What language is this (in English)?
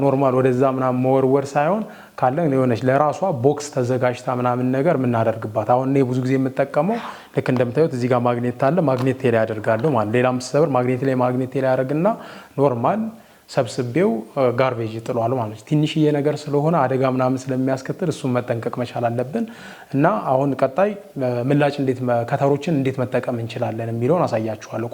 Amharic